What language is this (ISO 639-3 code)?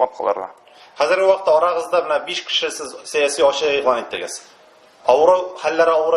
tat